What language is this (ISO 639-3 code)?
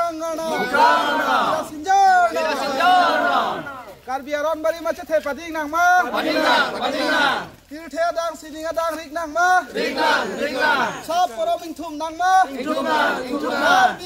mjw